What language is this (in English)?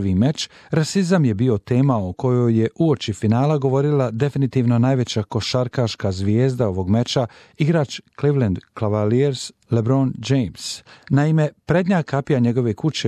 Bosnian